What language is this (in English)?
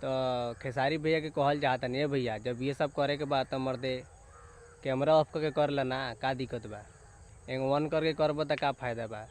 Bhojpuri